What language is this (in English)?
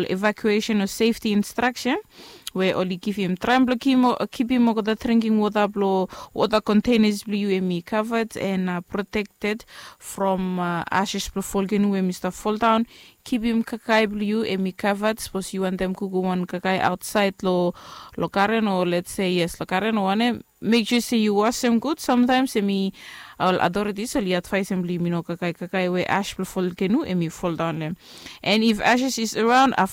Bislama